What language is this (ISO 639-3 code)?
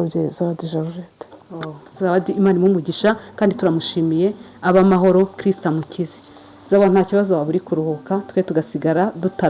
kin